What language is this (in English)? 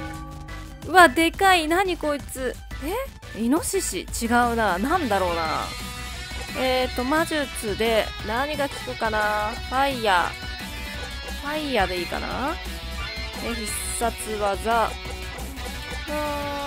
Japanese